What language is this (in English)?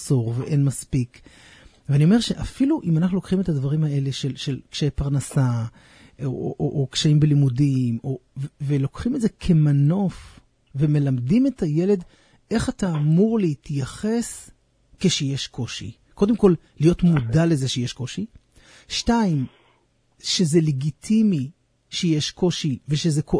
Hebrew